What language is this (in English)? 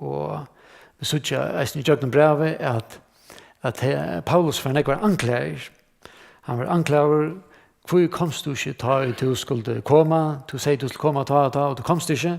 Faroese